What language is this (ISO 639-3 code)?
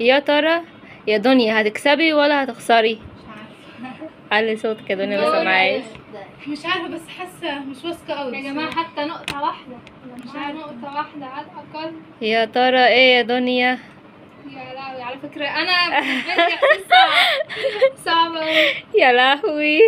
arz